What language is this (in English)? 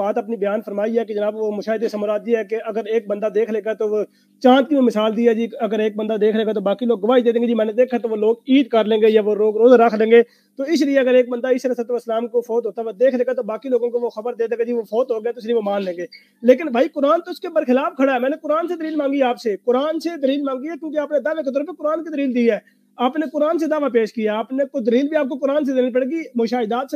Urdu